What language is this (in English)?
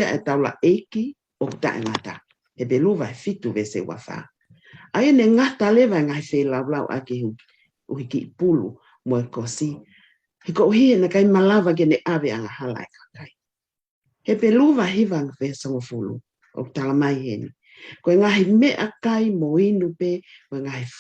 Tongan